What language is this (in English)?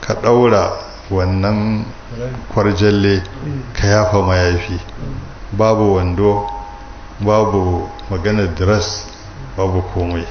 Hausa